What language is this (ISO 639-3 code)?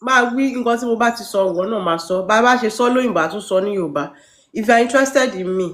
yor